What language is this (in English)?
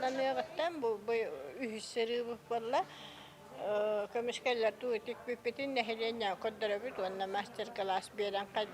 Yakut